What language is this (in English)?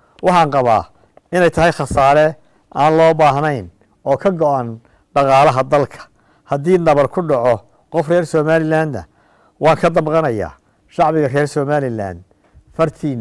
Somali